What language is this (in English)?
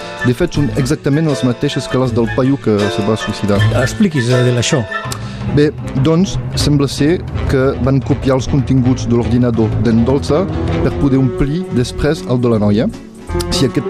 Catalan